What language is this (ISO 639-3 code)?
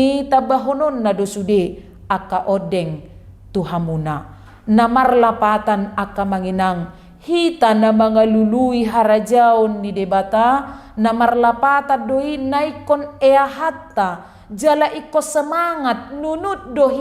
bbc